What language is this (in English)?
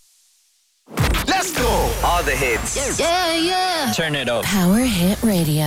Estonian